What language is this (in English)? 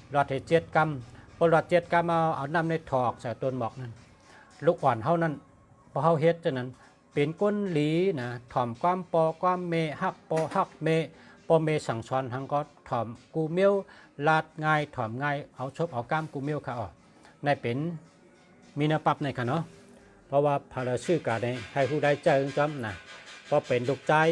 Shan